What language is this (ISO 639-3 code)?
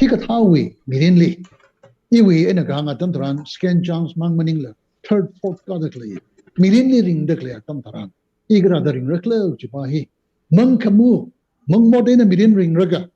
nmf